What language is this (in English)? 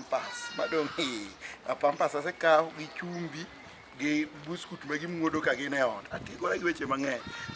Luo (Kenya and Tanzania)